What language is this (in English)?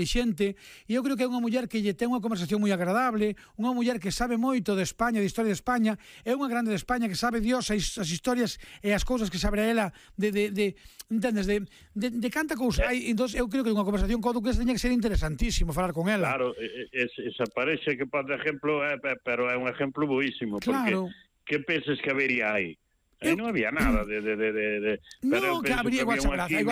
Galician